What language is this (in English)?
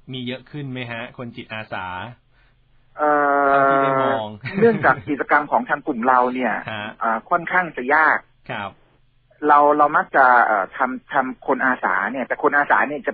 Thai